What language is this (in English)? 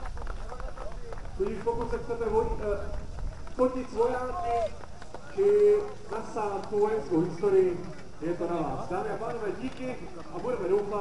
Czech